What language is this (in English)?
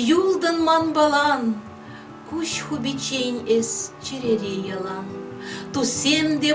Chuvash